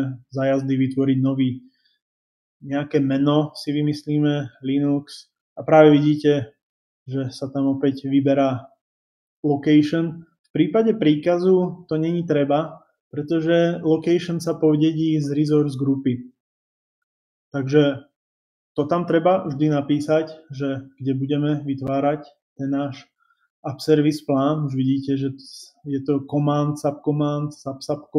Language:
Slovak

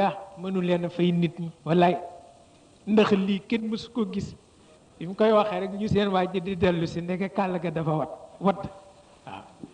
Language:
Wolof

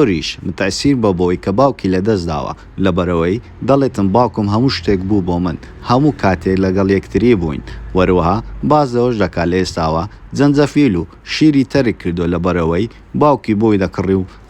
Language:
Central Kurdish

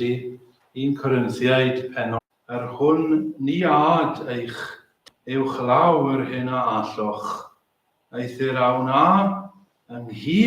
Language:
Welsh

